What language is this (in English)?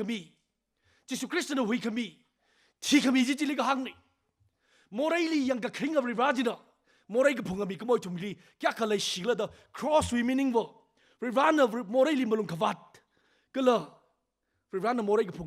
Tangkhul Naga (India)